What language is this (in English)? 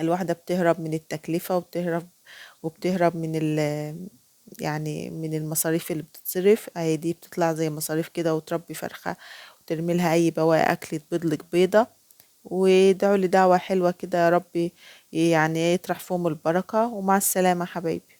Egyptian Arabic